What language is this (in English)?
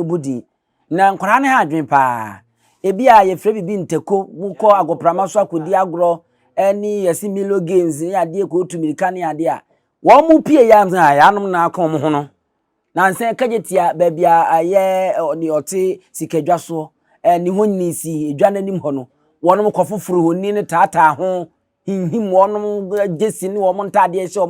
Akan